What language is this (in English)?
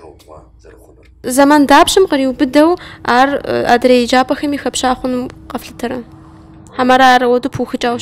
Kabardian